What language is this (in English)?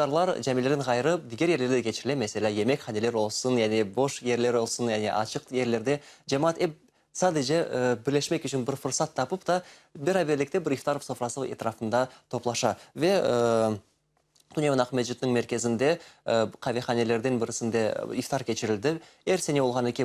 Crimean Tatar